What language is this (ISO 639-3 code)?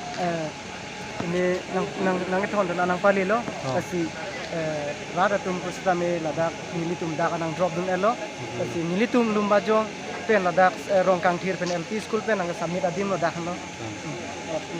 mjw